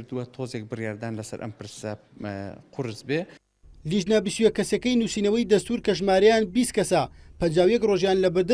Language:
Central Kurdish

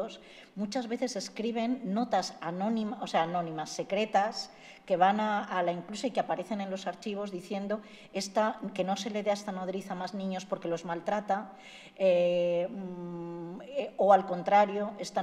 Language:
Spanish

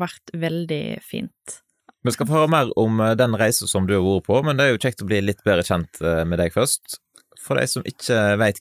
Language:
Norwegian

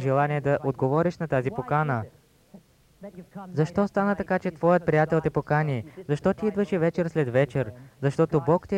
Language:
Bulgarian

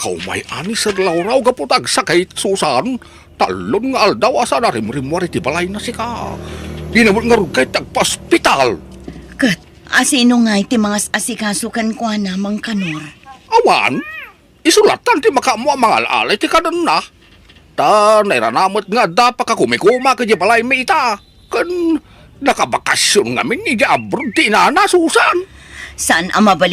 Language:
Iloko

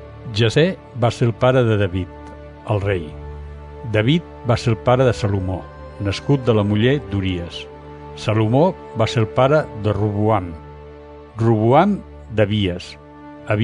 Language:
Catalan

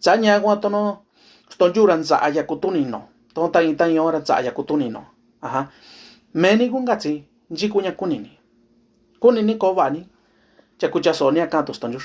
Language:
Mixtepec Mixtec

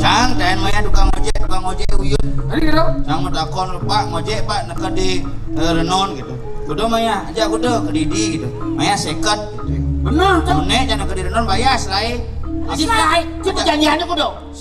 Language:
Balinese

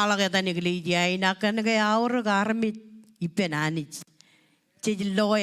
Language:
Marshallese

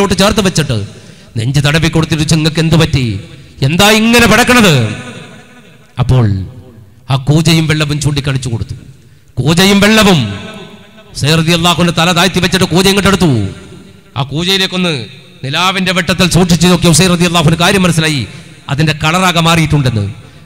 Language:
Malayalam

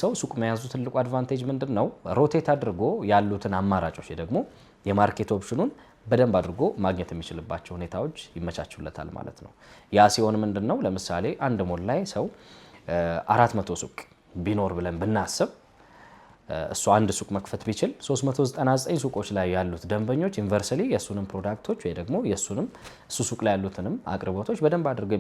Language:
Amharic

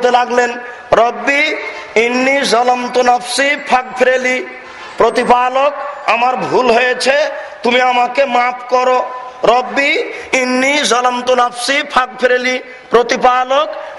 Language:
Bangla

